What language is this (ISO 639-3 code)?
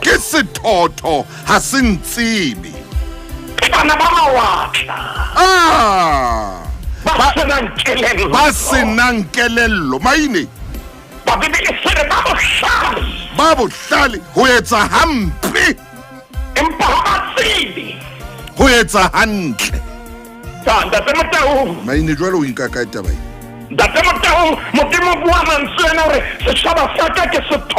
sot